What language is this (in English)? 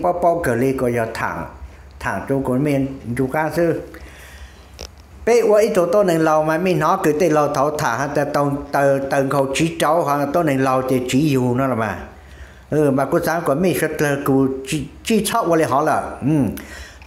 Vietnamese